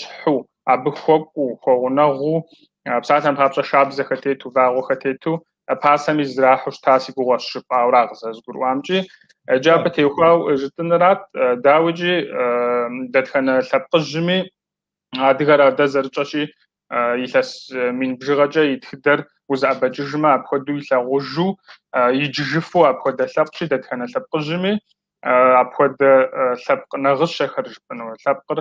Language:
Kabardian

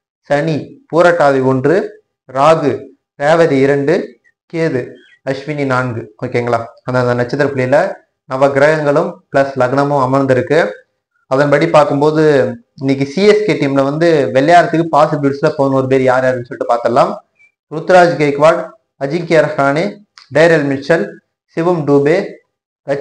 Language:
Tamil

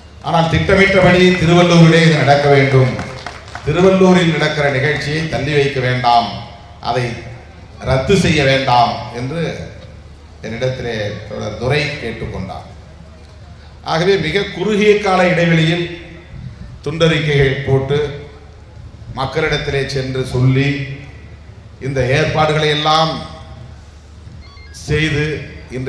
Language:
Tamil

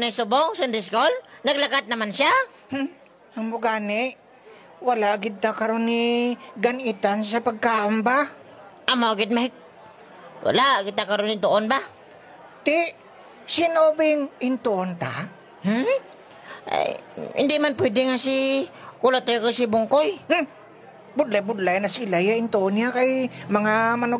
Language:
Hiligaynon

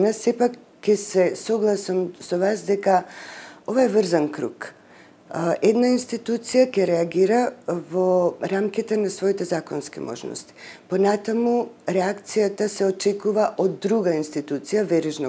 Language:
Macedonian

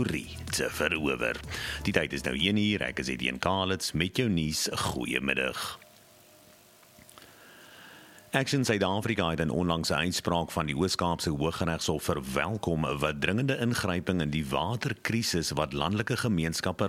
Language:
Afrikaans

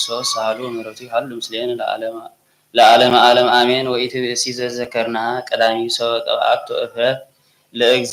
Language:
Geez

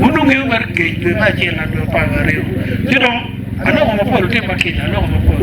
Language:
Acoli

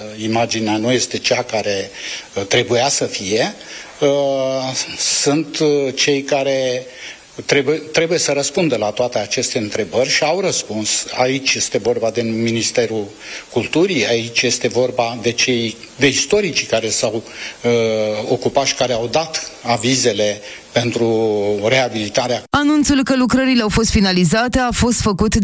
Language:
Romanian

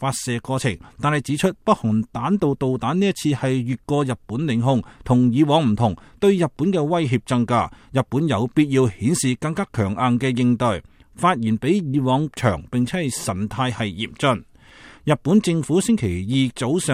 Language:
Cantonese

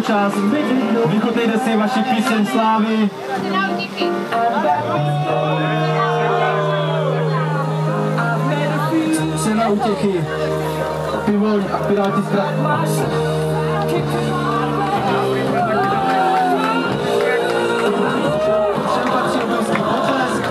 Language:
Czech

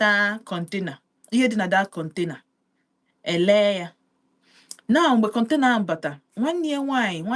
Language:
Igbo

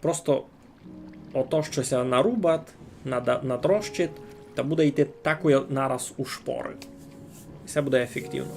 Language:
Rusyn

